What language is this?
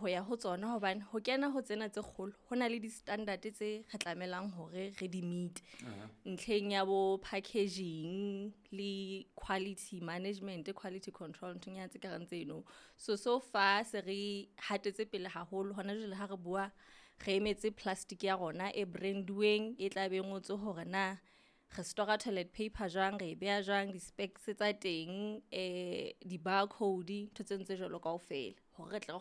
Southern Sotho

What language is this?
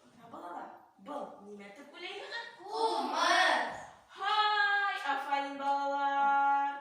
Bashkir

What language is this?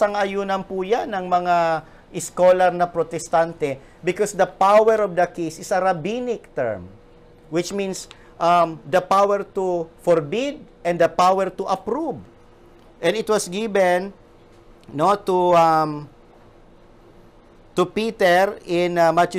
Filipino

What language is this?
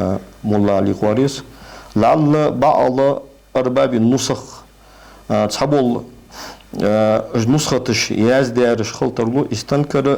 Ingush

